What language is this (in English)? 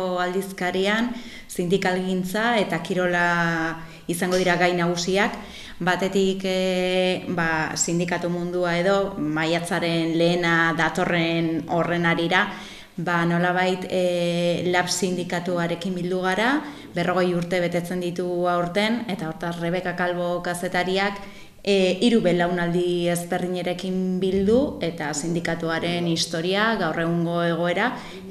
Basque